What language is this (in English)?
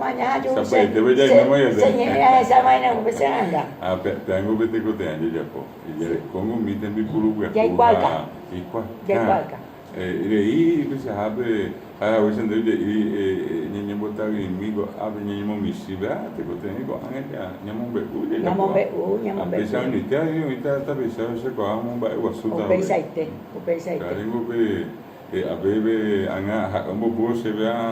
Guarani